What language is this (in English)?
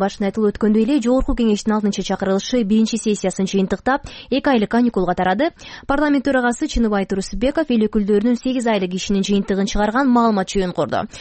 Kyrgyz